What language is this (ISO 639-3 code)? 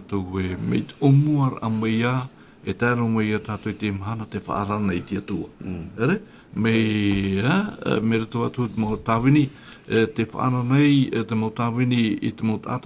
tah